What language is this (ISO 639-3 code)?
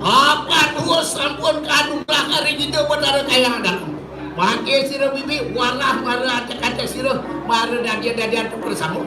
ban